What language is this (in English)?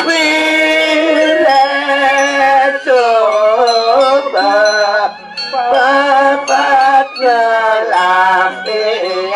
Balinese